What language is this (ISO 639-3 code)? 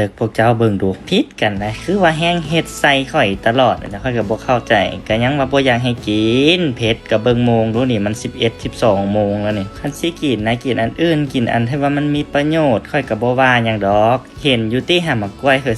lao